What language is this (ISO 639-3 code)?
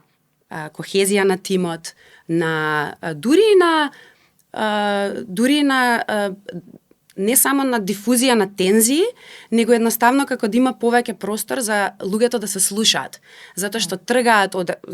mkd